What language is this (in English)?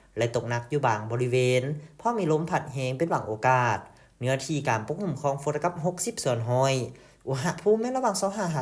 Lao